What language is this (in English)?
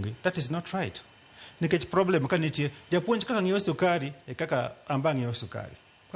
Luo (Kenya and Tanzania)